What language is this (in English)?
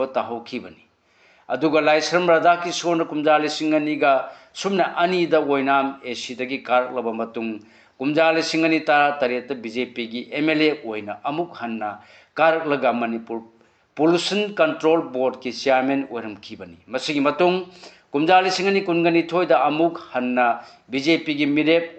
Manipuri